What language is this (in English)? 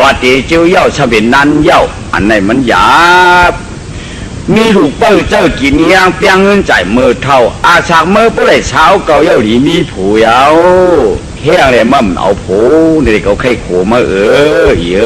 Shan